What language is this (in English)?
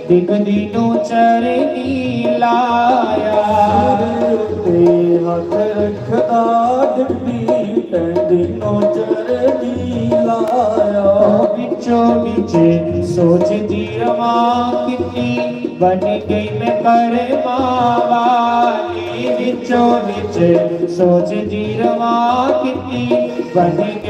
Dogri